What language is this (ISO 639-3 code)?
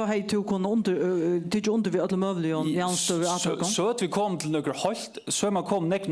fao